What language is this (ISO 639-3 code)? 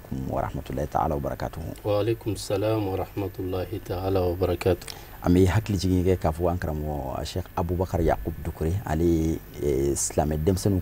bam